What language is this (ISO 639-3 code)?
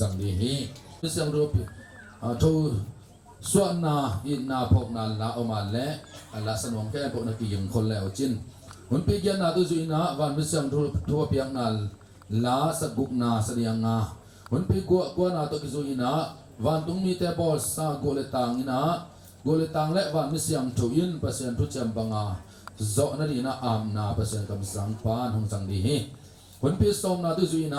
ctd